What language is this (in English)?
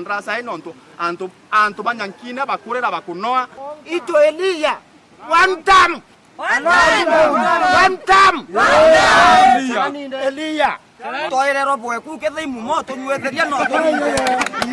Meru